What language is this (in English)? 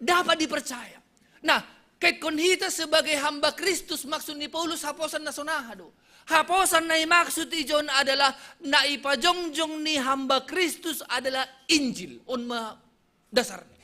Batak Simalungun